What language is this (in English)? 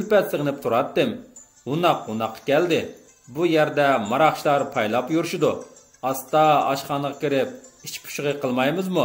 Uyghur